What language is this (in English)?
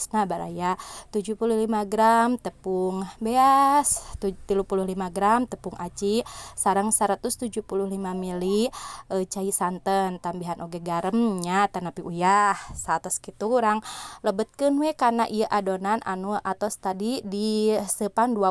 Sundanese